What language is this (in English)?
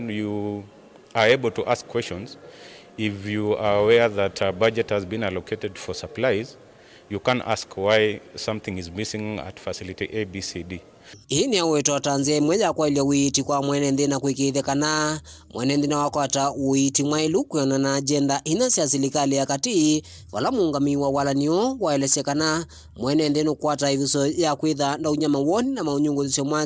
Kamba